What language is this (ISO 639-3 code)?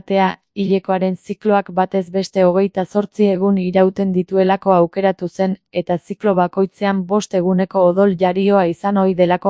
eus